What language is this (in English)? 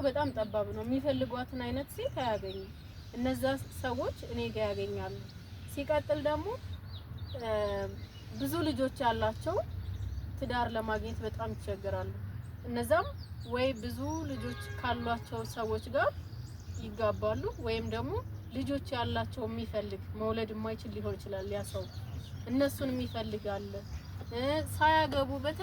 Amharic